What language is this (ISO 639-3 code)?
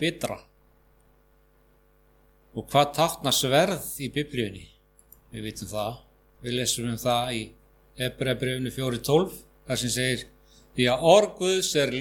isl